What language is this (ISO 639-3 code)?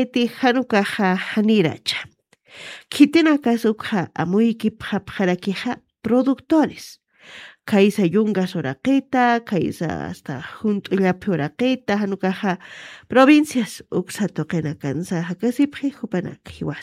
aym